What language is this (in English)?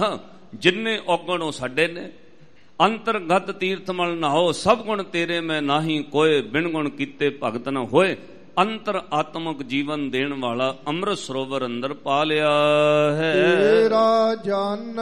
Punjabi